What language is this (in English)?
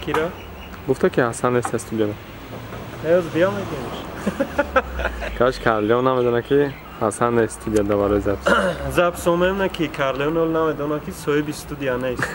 Tajik